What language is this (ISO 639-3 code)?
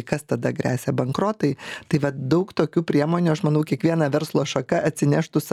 lit